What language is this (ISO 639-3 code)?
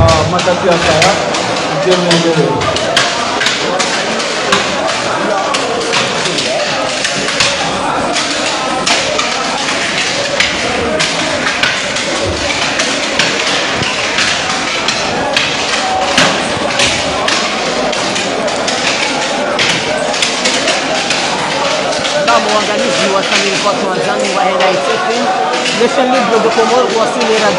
swa